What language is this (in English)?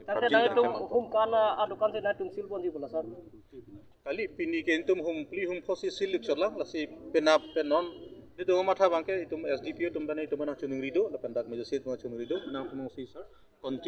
Karbi